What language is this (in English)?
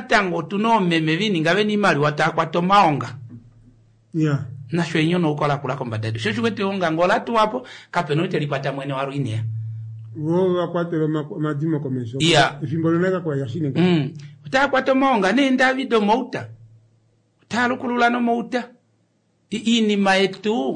Kuanyama